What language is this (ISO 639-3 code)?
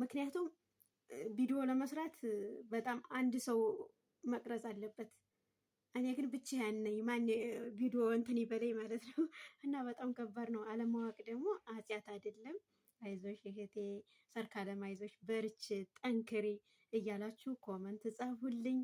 amh